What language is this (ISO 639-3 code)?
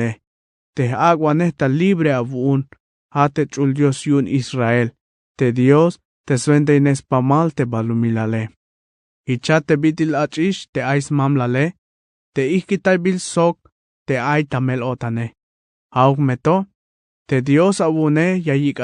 tzh